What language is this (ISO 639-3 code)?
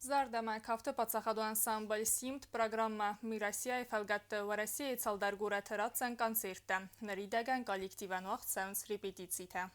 oss